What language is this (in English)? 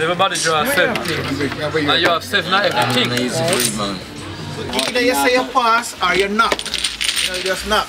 Jamaican Creole English